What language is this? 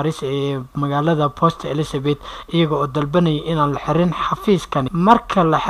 Somali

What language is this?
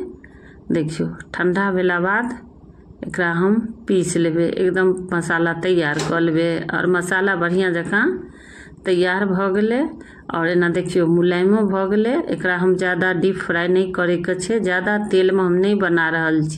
Maithili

